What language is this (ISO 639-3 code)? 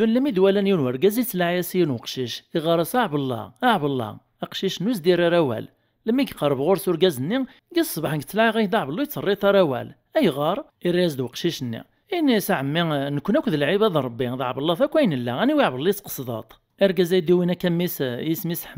kab